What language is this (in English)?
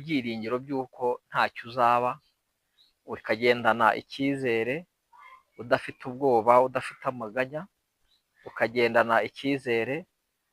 Kinyarwanda